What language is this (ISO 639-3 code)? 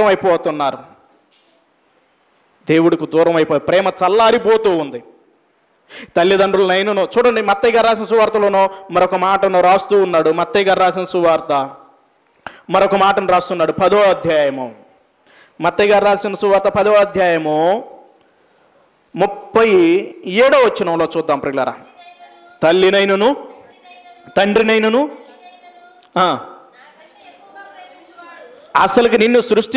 tel